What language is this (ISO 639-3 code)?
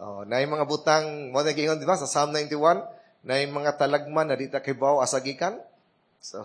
ceb